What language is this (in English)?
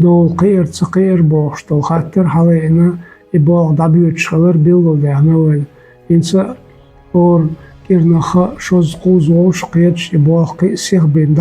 Chechen